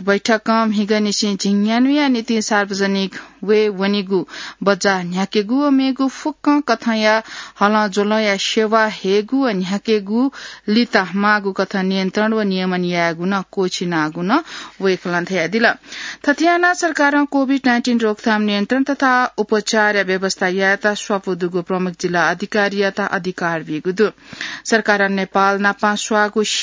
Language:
Newari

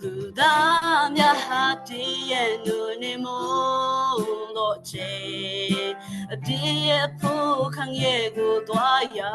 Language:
Western Kayah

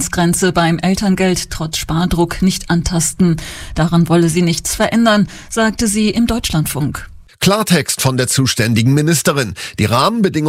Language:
German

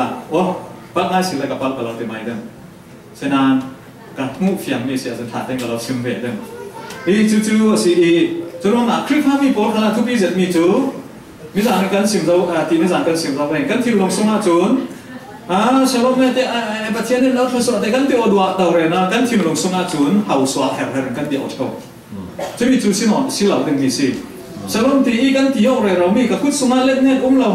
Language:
Falam Chin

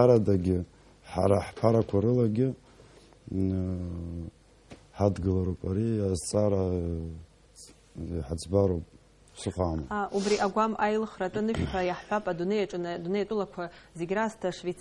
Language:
Abkhazian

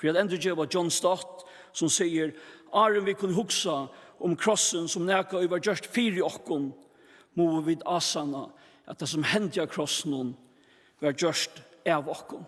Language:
Faroese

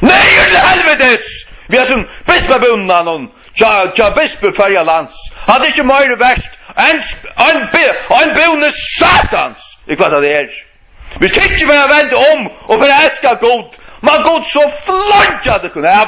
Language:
Faroese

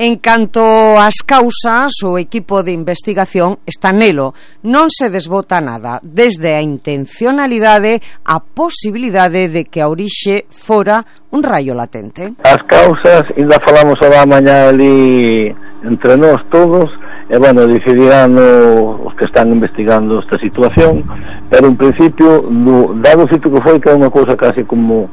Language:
Galician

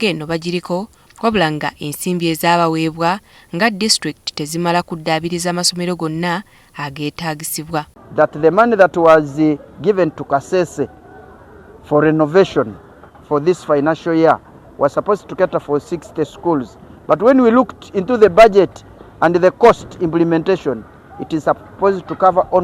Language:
Ganda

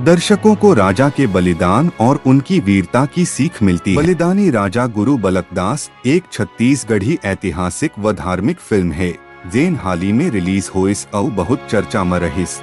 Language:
Chhattisgarhi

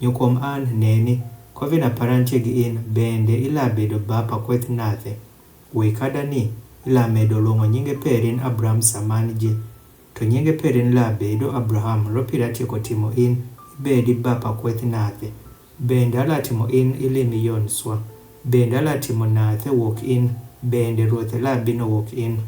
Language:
Adhola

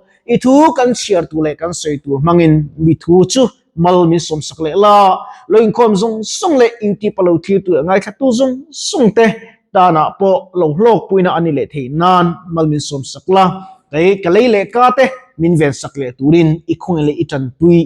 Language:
Mizo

